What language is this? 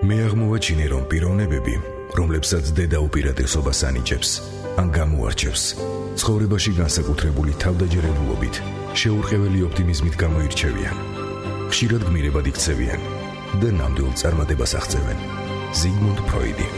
Georgian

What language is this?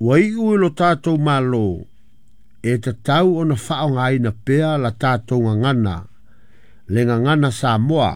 Samoan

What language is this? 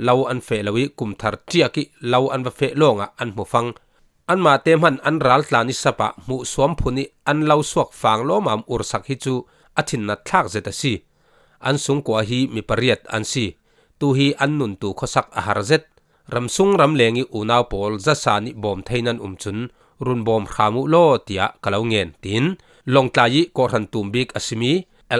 Falam Chin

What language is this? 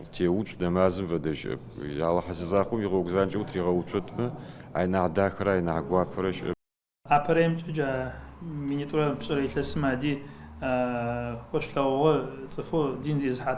Adyghe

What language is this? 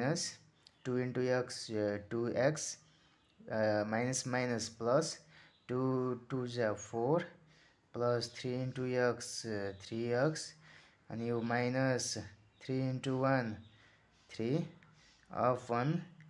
Nepali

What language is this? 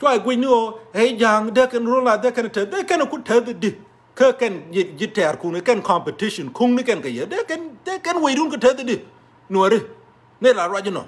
Nuer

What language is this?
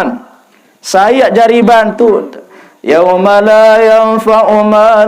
Sasak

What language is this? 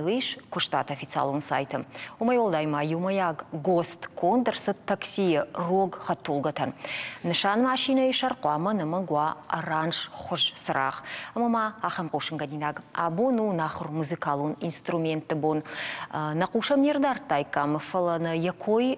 Ossetic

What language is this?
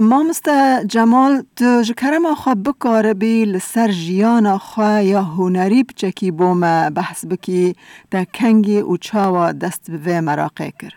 Kurdish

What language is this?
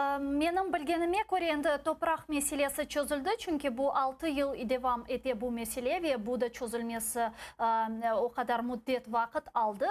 Crimean Tatar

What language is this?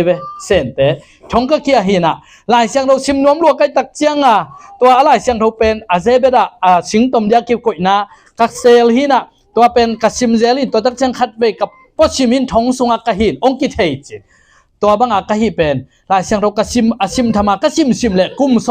Tedim Chin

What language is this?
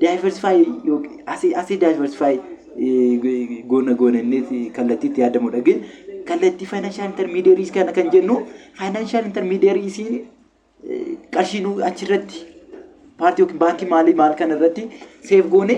Oromo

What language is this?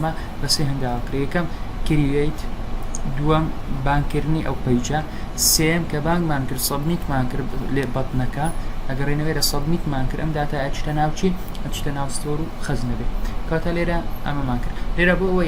Central Kurdish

